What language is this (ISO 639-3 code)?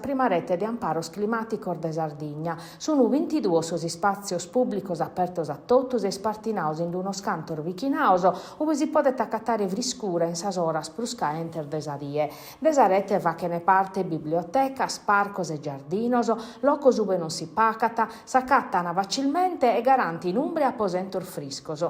srd